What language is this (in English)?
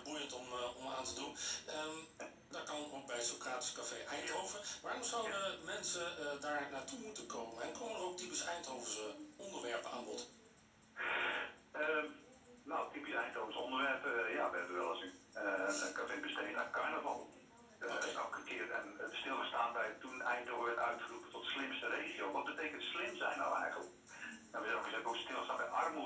Dutch